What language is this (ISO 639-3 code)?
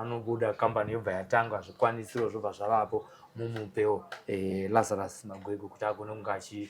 sna